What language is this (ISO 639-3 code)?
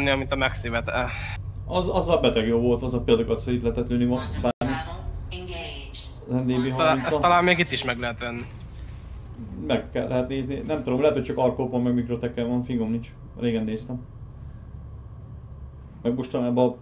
hun